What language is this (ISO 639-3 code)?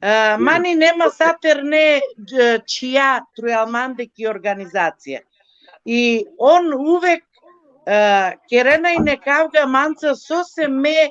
rmn